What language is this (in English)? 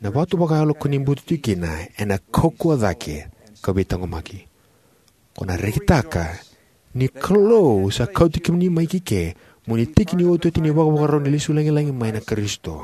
Fijian